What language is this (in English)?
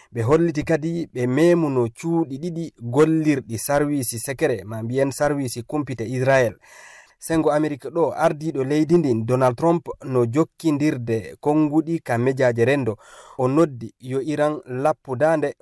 Fula